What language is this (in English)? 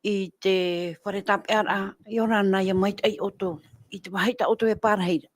Tahitian